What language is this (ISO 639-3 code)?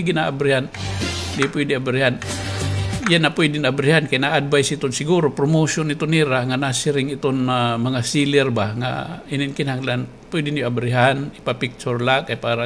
war